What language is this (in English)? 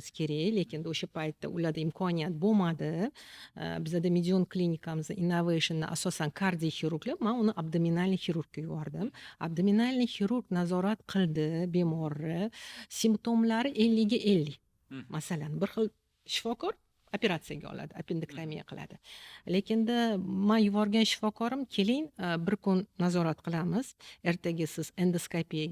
Uzbek